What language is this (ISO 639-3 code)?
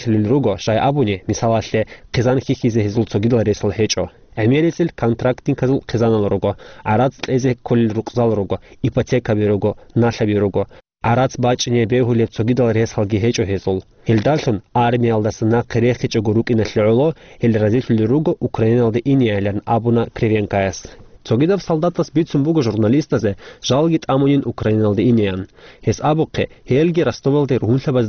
ava